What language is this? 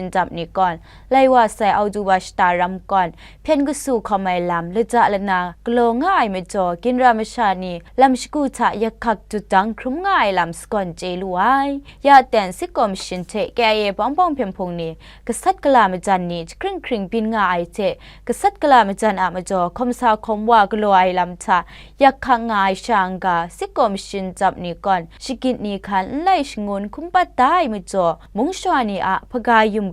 Kachin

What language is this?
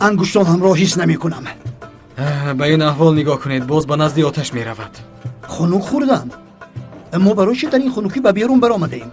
Tajik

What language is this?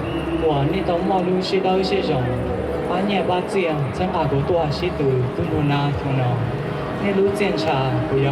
Hmong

